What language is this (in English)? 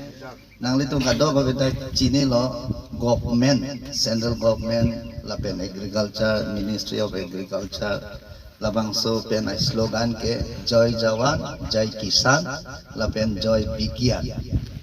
Karbi